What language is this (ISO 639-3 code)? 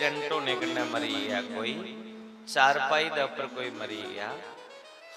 doi